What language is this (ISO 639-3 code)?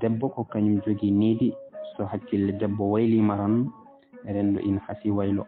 ful